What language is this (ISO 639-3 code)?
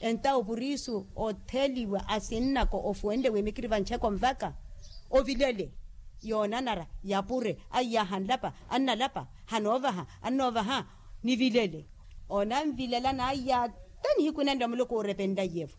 vmw